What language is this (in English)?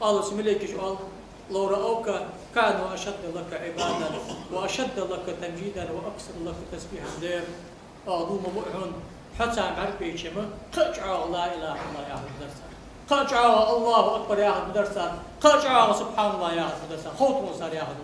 Ingush